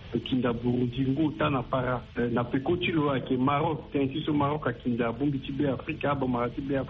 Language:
Sango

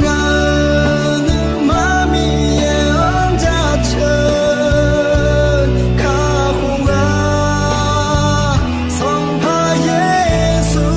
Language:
Akha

